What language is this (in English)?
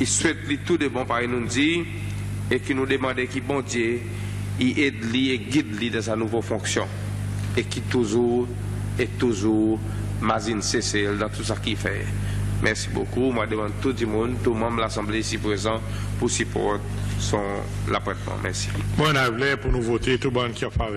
Seselwa Creole French